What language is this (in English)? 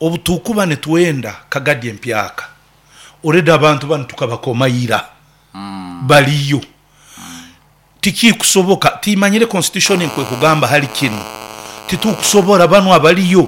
Nyoro